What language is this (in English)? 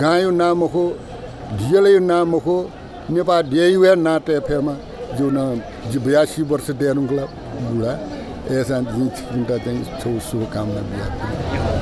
Newari